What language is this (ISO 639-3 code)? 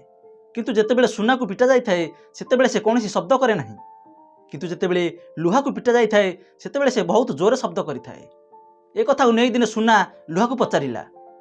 ori